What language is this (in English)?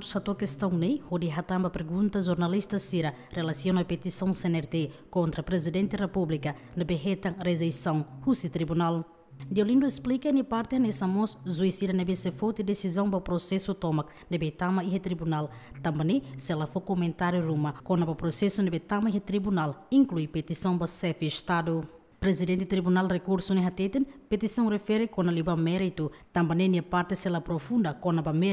Tetum